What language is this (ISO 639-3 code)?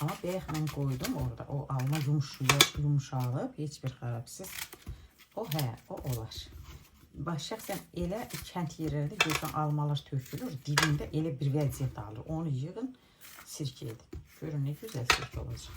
aze